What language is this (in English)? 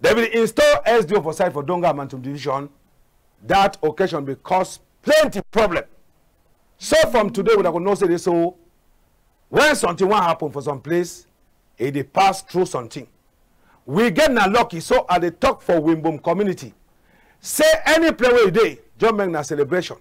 Cameroon Pidgin